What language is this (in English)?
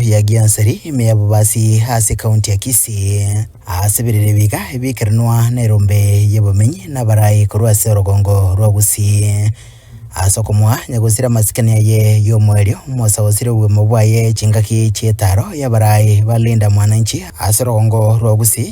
Gusii